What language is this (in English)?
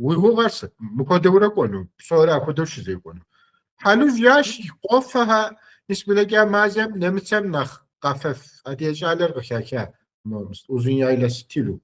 Kabardian